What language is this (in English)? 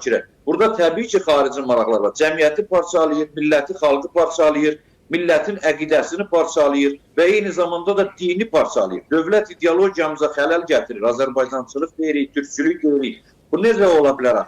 Azerbaijani